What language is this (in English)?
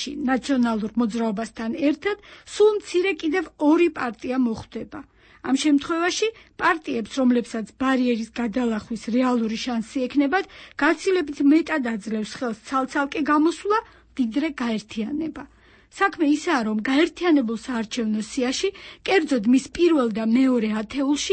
Georgian